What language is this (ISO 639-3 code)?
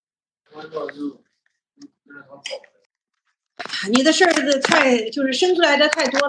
zho